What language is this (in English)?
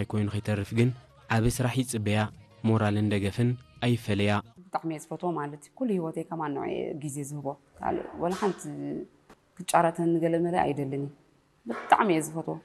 Tigrinya